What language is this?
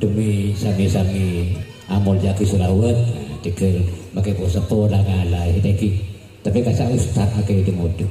Madurese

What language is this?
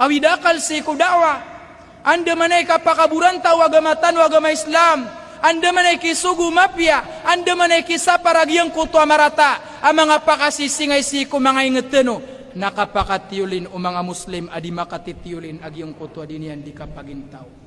Maranao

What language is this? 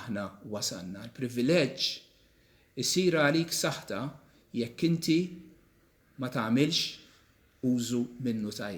Maltese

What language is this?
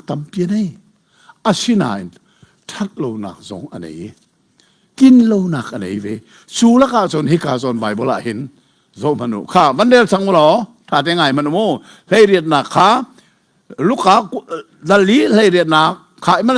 Hakha Chin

